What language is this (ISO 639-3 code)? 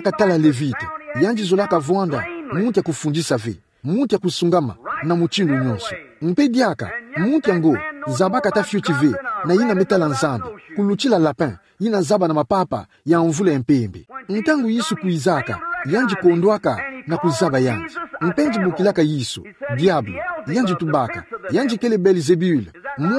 ktu